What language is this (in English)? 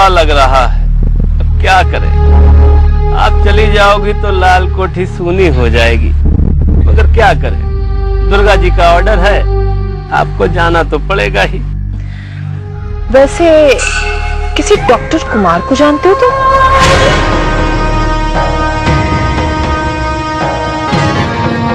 Hindi